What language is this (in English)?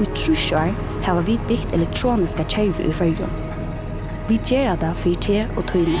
Faroese